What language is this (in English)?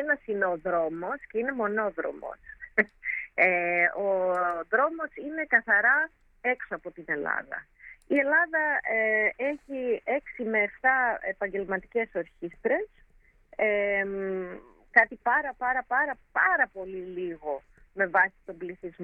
Greek